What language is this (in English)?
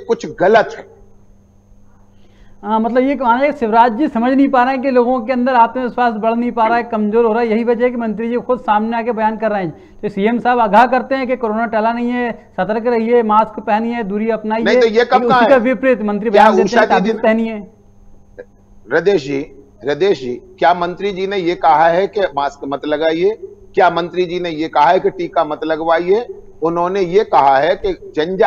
Hindi